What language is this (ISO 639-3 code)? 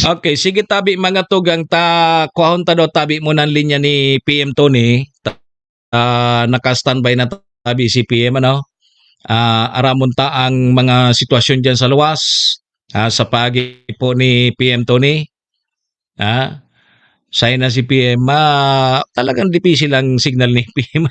bik